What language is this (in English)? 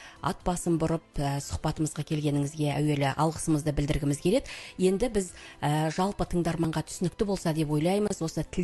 Kazakh